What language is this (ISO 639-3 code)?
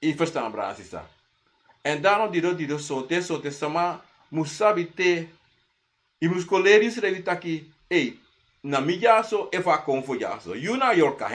srn